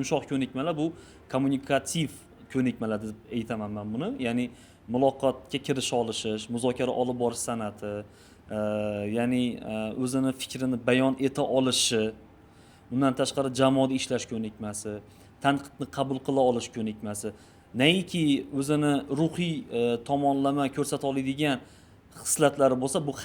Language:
Uzbek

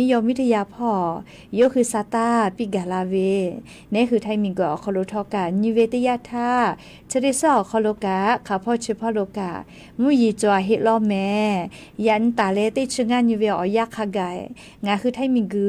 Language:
Lahu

